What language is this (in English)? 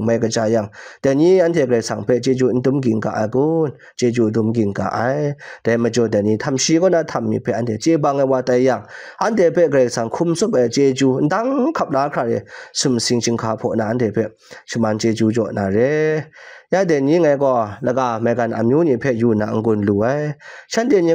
Kachin